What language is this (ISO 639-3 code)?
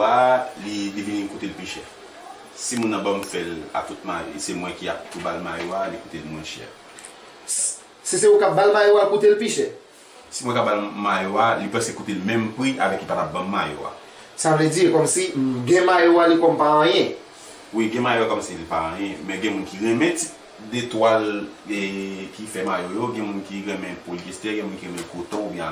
hat